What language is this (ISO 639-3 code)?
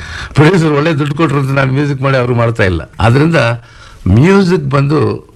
kan